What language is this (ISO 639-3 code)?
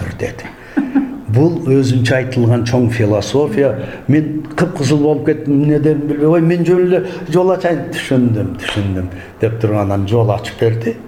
kir